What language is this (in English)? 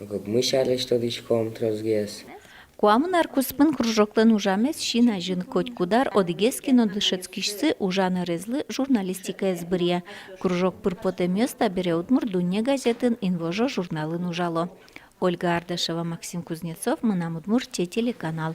Udmurt